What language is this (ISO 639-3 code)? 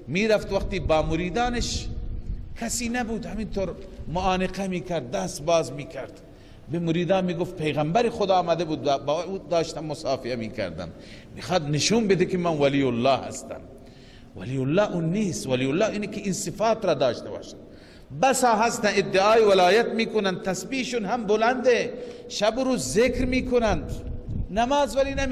fas